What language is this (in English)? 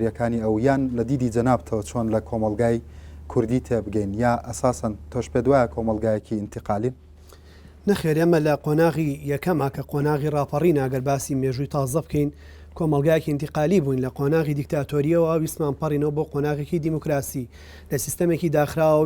Central Kurdish